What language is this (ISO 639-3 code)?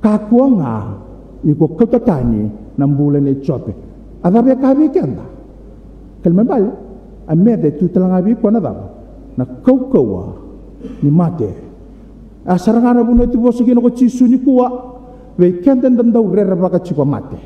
fij